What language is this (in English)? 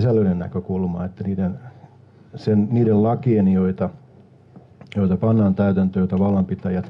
Finnish